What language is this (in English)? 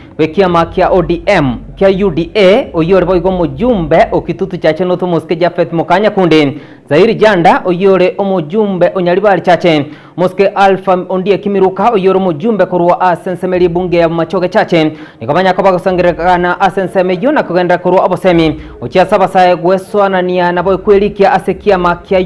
Gusii